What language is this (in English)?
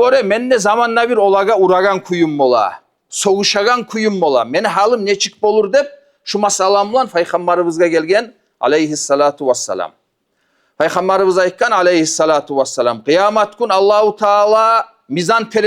Kumyk